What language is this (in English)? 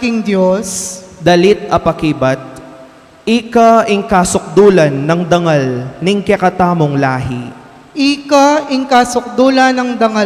Pampanga